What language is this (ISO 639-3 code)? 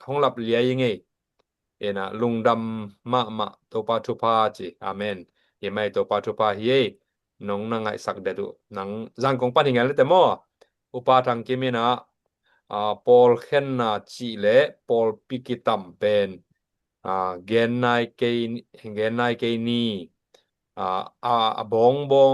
ctd